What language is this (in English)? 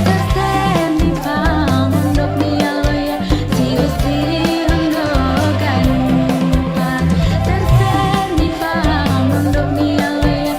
Batak Simalungun